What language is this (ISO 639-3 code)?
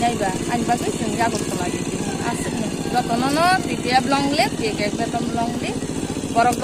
ria